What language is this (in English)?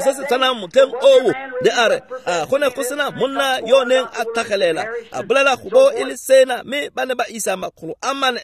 Tswana